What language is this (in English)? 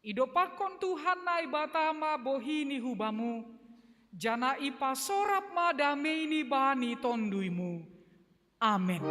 Batak Simalungun